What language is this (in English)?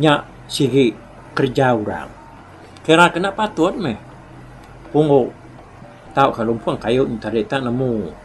Iban